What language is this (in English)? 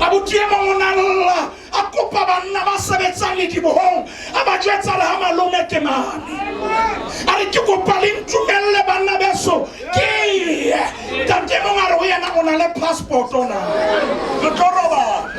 Southern Sotho